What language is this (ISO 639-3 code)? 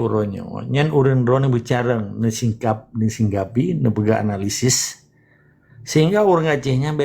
ace